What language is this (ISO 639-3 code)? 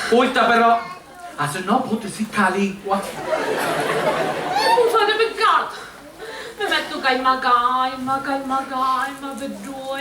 scn